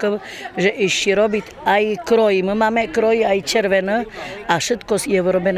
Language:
Rusyn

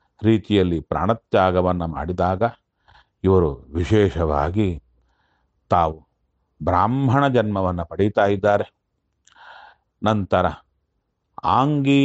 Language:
Kannada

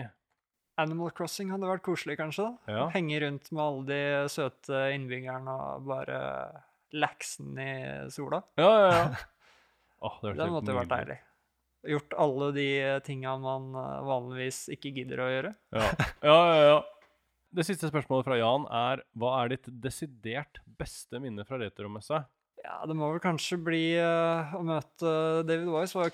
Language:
Norwegian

